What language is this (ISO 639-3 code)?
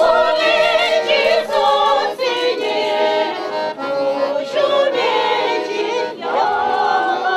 chv